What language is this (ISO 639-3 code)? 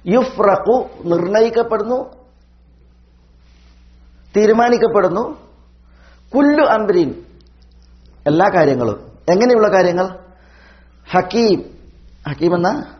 mal